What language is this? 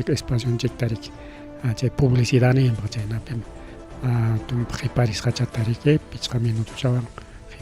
Ayacucho Quechua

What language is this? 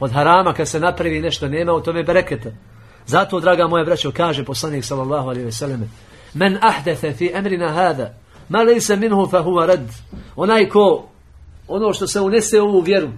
Bosnian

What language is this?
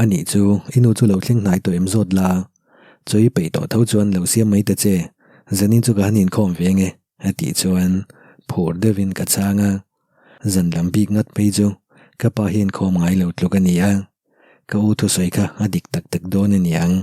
Mizo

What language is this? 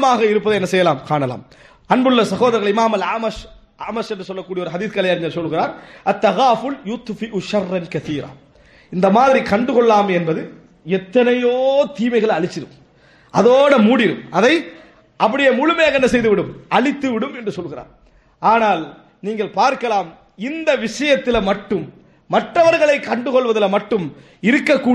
Tamil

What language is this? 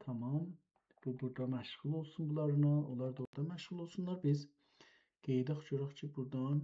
South Azerbaijani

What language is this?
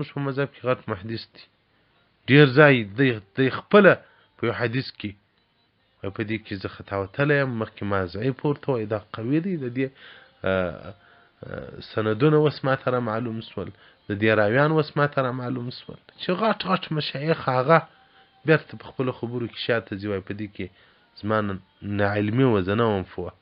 Pashto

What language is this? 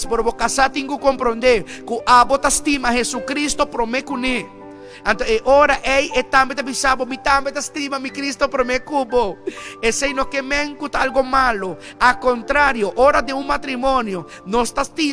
Papiamento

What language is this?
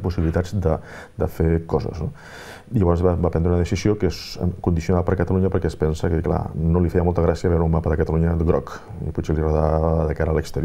Catalan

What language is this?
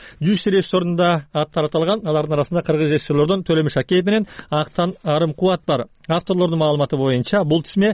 Kyrgyz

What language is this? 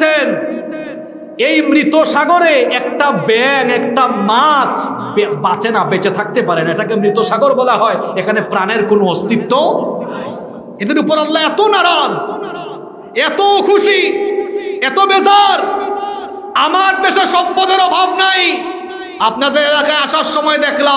Bangla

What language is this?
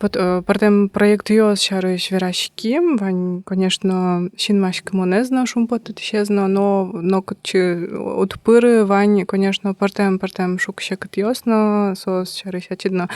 Udmurt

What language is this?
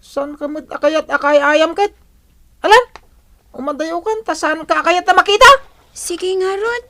Iloko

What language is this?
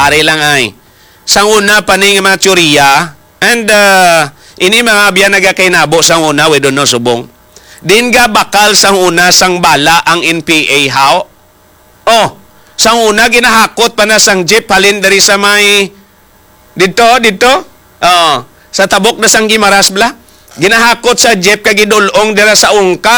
Hiligaynon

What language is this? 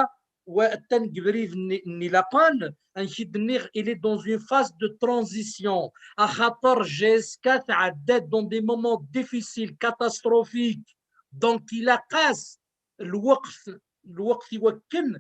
Kabyle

